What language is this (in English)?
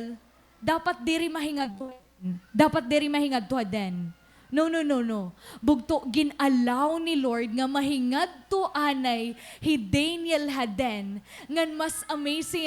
Waray